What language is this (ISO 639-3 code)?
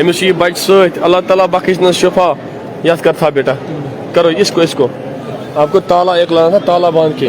kas